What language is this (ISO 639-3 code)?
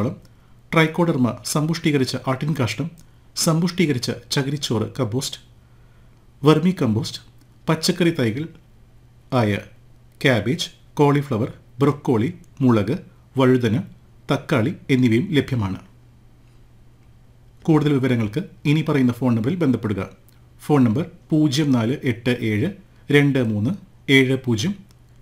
mal